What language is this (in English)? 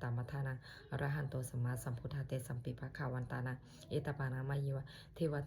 Pali